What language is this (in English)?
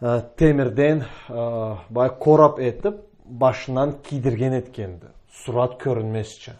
Karachay-Balkar